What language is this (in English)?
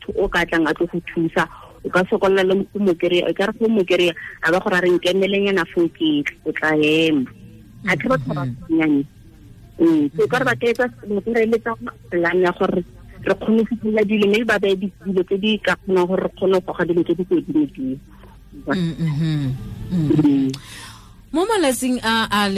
Tswana